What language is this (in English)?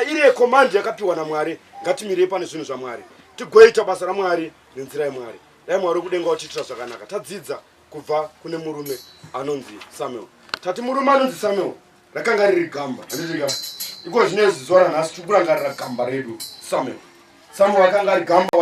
Shona